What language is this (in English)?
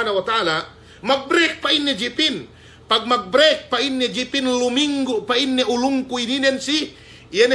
Yakan